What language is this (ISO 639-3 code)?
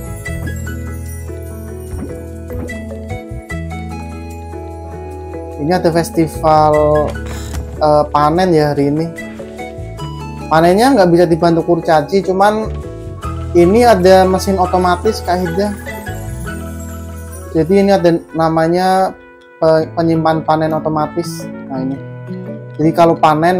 ind